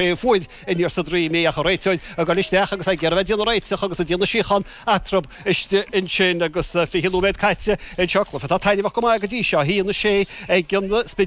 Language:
Irish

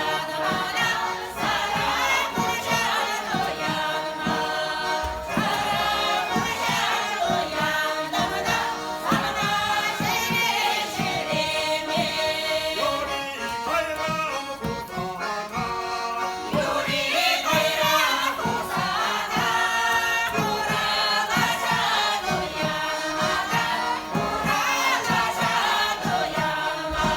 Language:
Chuvash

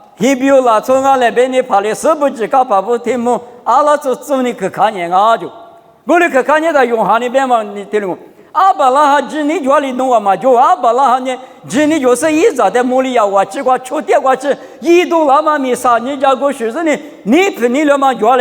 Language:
Lisu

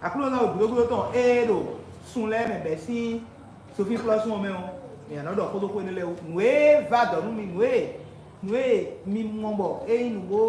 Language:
Fon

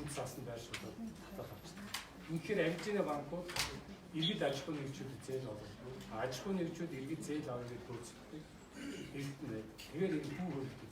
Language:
Mongolian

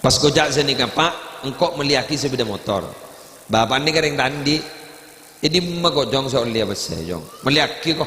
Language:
Madurese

